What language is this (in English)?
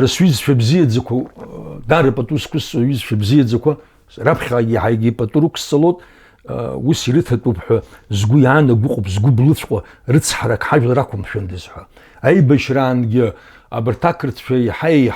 Abkhazian